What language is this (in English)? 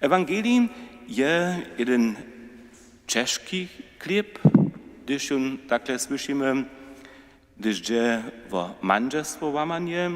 Upper Sorbian